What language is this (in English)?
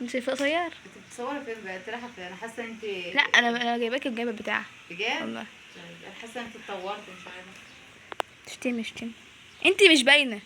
Egyptian Arabic